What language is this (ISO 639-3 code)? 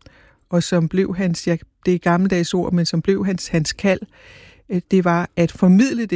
dan